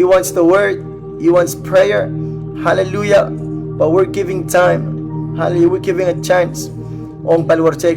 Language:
Pohnpeian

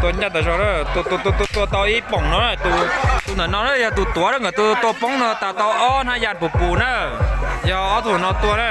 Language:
Hmong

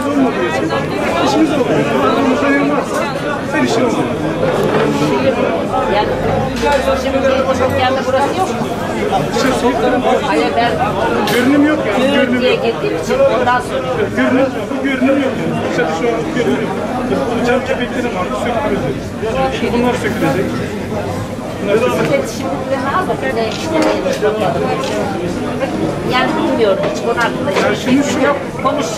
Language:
Turkish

